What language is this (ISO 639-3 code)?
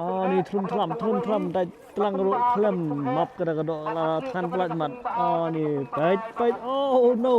kha